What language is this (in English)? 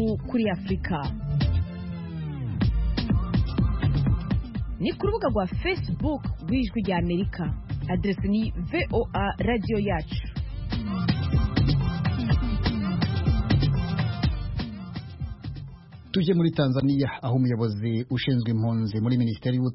Kinyarwanda